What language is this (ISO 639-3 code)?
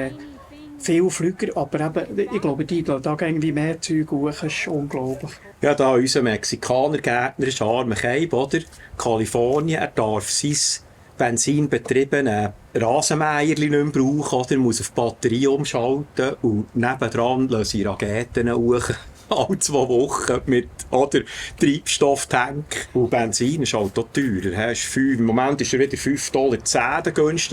gsw